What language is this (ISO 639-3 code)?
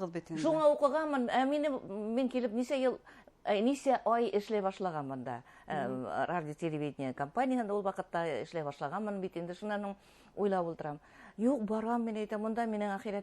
bak